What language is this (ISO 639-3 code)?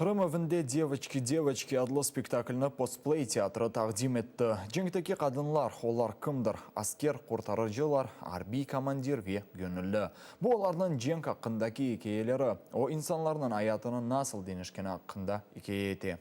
crh